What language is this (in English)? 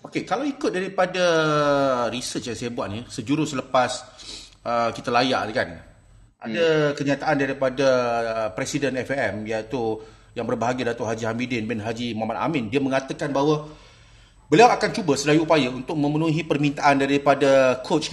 Malay